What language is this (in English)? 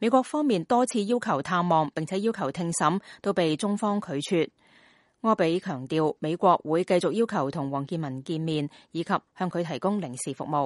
Cantonese